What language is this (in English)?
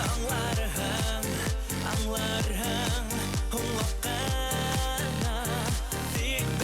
Bashkir